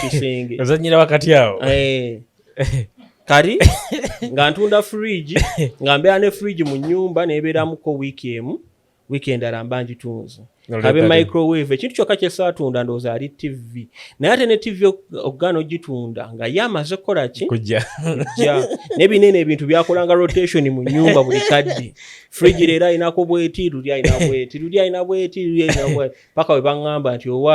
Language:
Ganda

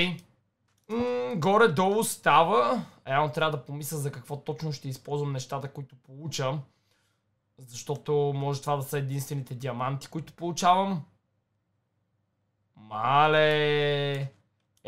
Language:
Bulgarian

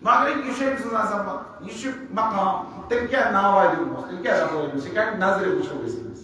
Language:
Kashmiri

